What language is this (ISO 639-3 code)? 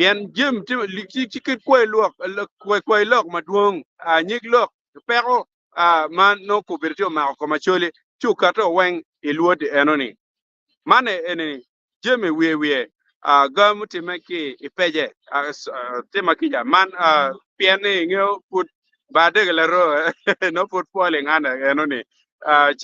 ach